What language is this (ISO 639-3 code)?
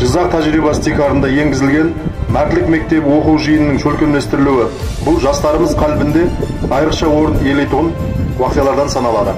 kaa